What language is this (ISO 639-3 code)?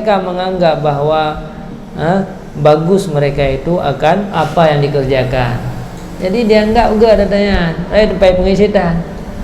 ace